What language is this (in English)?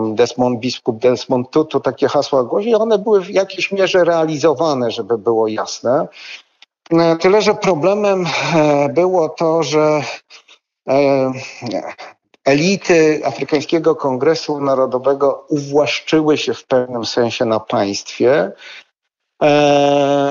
Polish